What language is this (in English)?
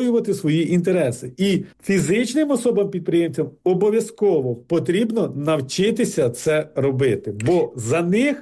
Ukrainian